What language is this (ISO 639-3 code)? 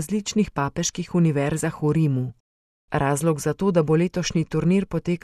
slv